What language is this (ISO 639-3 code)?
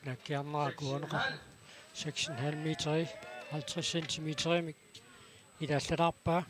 kal